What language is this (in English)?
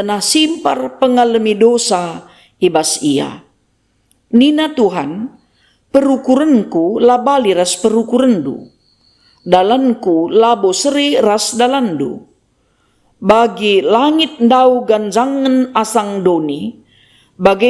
Batak Karo